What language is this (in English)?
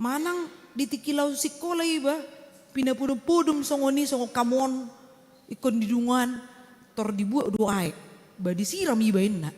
Batak Toba